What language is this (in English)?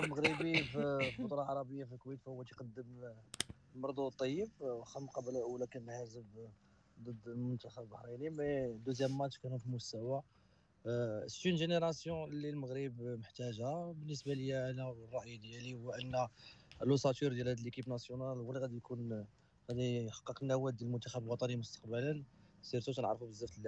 Moroccan Arabic